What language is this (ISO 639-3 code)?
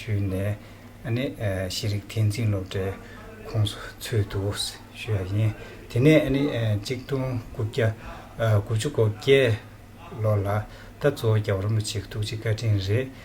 bod